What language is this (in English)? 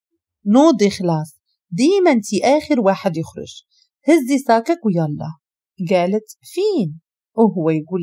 Moroccan Arabic